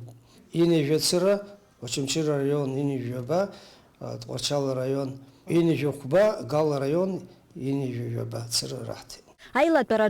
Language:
Abkhazian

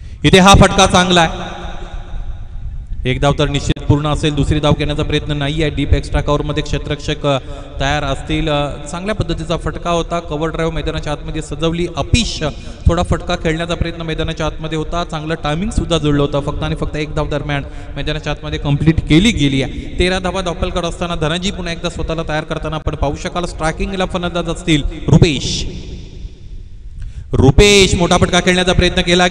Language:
Marathi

